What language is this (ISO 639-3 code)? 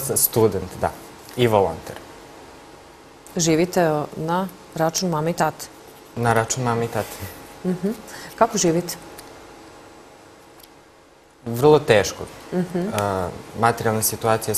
srp